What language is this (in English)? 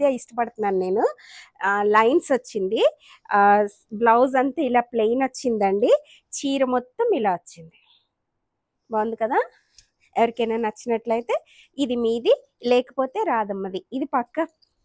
Telugu